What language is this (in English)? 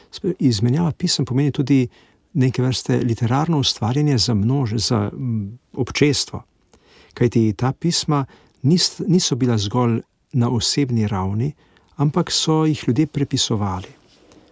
Slovenian